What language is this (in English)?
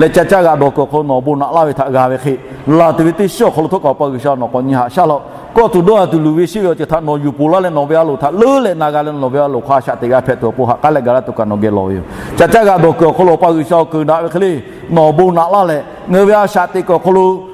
Lahu